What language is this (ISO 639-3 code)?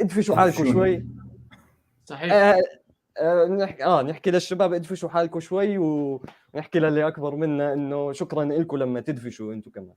apc